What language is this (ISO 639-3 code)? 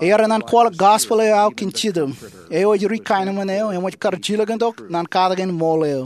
mah